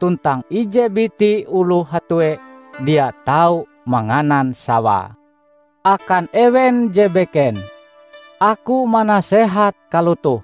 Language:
Ngaju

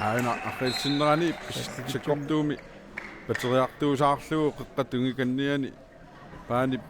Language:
Kalaallisut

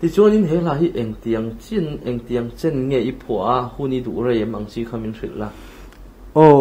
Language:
Mizo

